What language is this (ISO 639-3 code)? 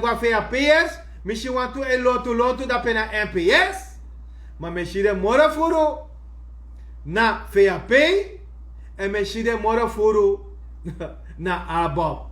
srn